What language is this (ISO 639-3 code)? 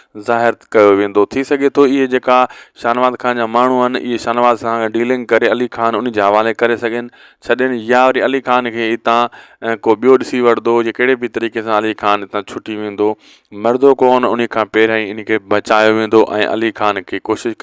snd